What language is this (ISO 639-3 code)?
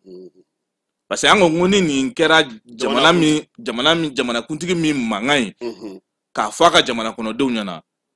bam